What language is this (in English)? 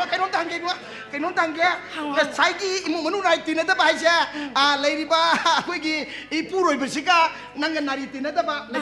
Manipuri